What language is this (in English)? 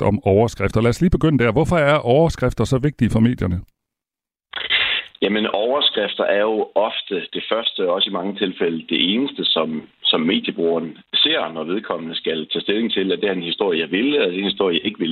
Danish